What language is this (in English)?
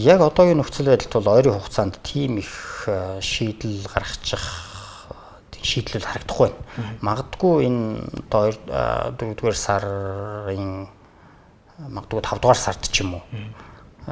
Mongolian